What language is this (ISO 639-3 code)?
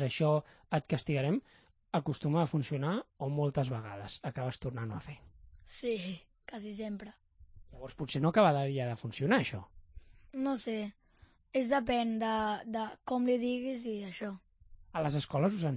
cat